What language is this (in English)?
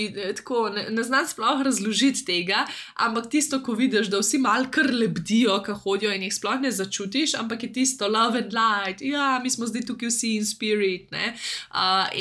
Slovenian